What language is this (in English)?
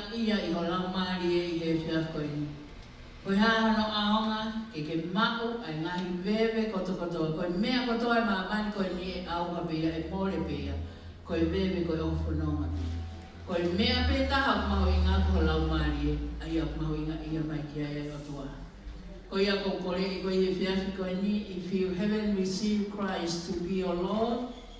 Tongan